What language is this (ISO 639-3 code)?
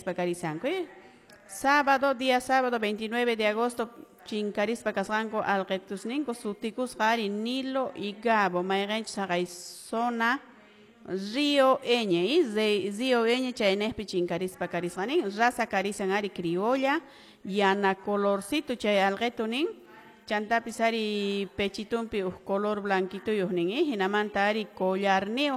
que